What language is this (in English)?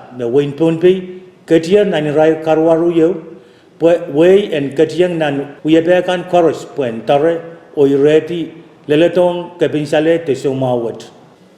Pohnpeian